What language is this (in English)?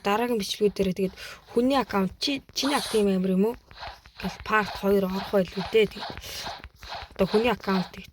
Mongolian